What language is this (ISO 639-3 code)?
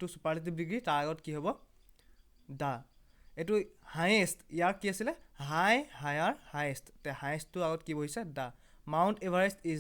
asm